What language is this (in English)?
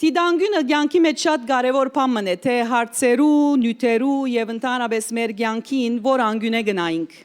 Western Armenian